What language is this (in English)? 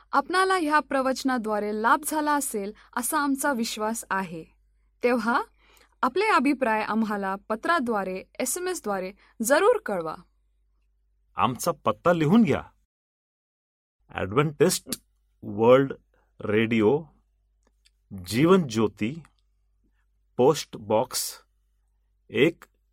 Marathi